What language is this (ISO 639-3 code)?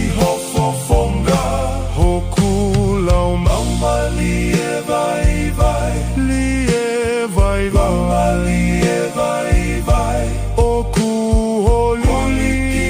ton